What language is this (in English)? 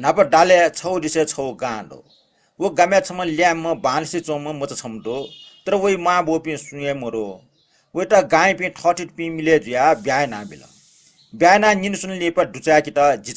Newari